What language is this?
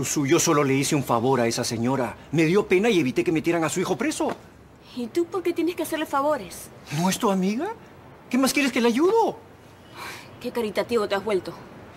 Spanish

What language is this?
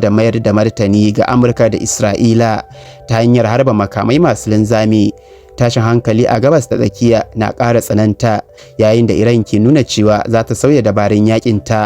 Hausa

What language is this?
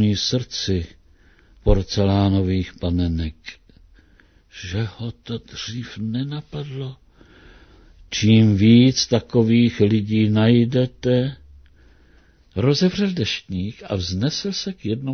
Czech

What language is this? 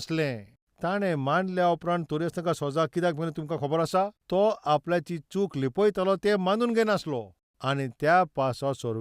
Konkani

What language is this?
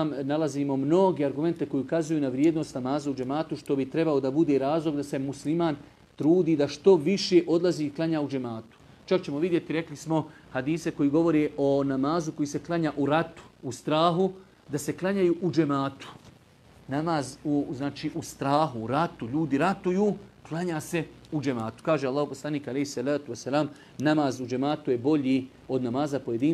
Bosnian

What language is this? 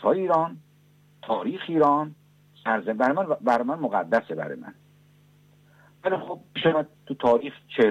Persian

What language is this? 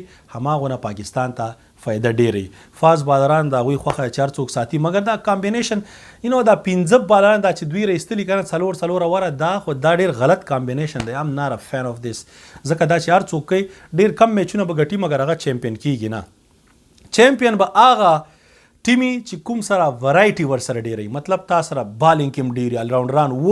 Pashto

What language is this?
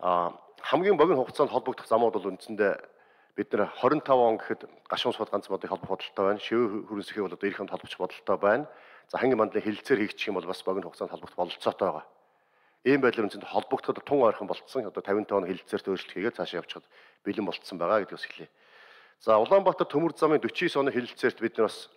Mongolian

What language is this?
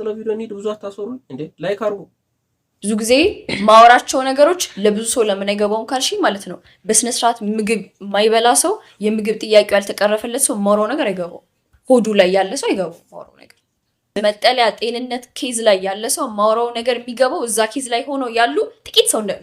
Amharic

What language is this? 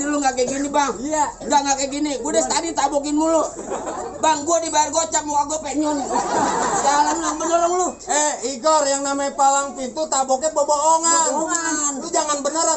Betawi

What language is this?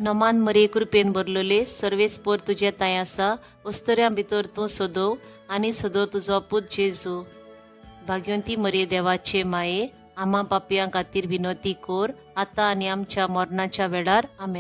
Konkani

